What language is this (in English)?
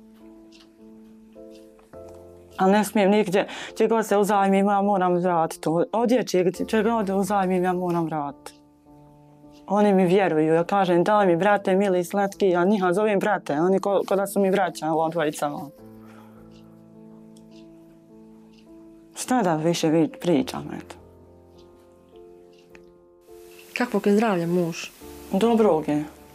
Bosnian